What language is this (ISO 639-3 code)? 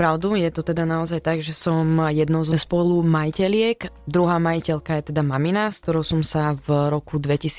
slk